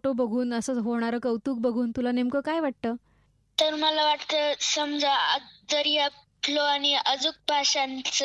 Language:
Marathi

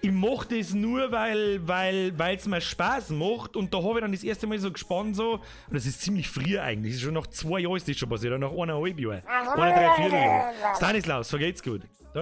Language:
Bavarian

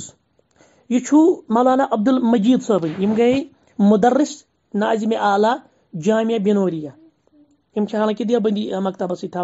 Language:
Kashmiri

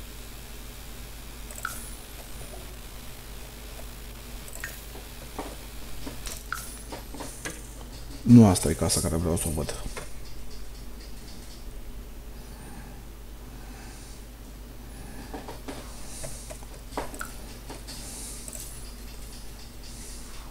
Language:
Romanian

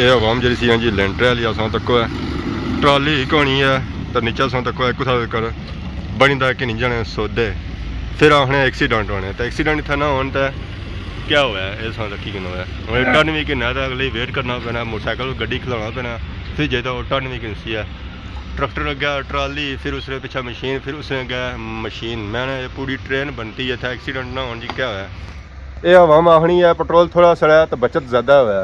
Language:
Pahari-Potwari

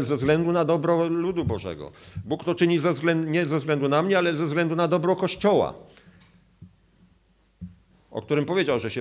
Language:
Polish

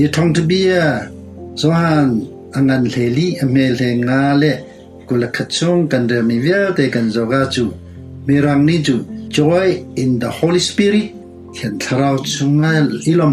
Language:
Hakha Chin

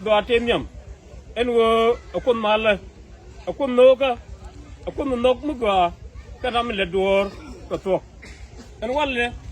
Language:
Nuer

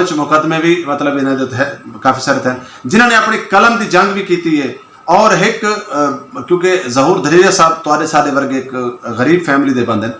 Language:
Saraiki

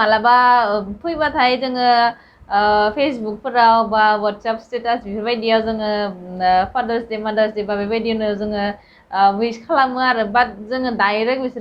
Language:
Bodo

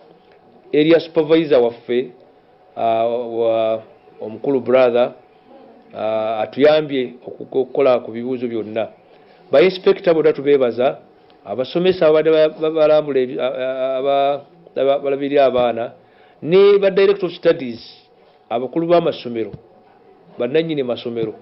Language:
Ganda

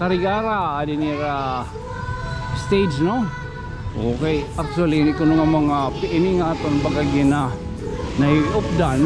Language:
Waray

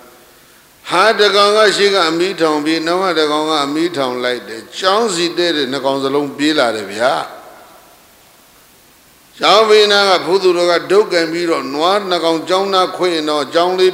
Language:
Burmese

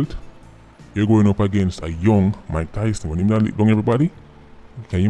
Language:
Jamaican Creole English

